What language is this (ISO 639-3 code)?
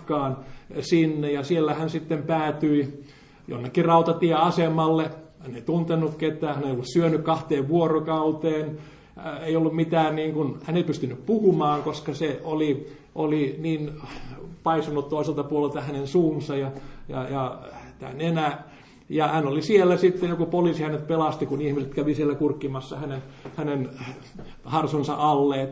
fin